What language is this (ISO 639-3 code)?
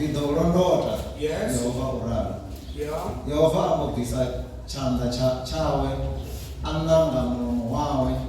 ven